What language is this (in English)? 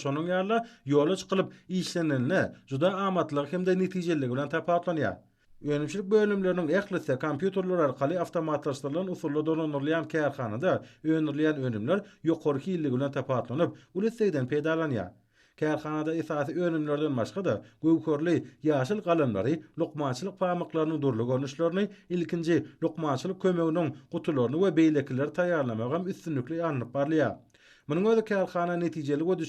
Turkmen